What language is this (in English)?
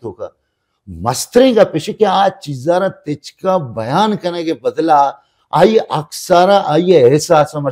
Baluchi